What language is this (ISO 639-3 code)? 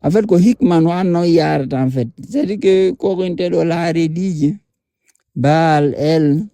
ful